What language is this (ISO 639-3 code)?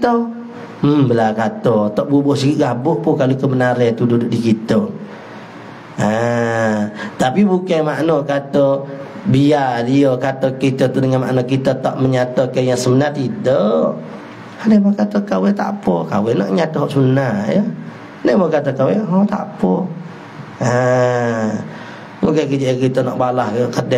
msa